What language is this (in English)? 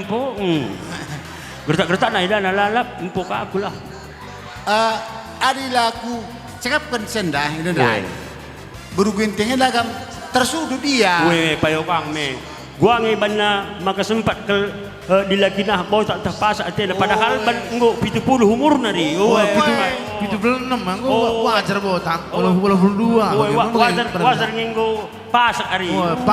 Batak Karo